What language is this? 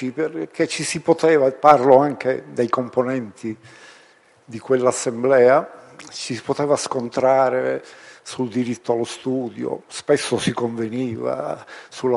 Italian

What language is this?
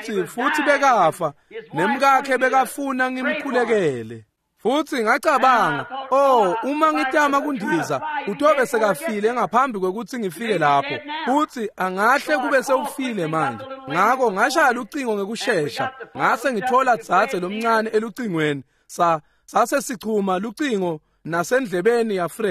Swati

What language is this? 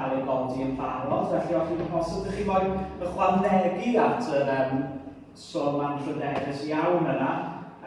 Welsh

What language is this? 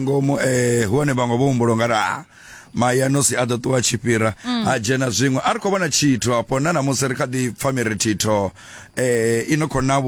Venda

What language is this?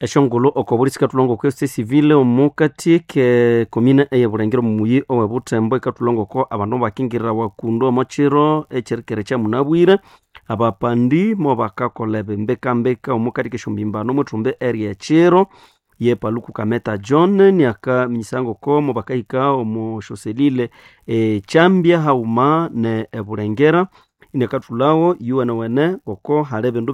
Nande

